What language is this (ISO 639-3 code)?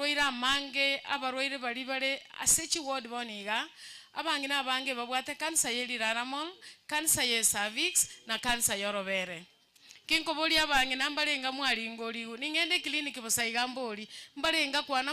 guz